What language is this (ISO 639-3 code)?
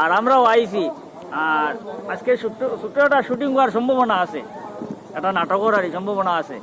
syl